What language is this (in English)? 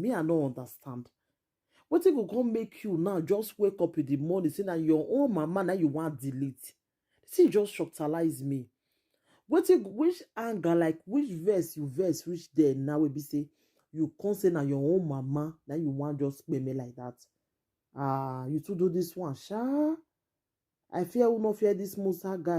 Nigerian Pidgin